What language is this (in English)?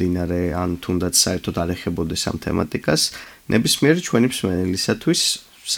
Georgian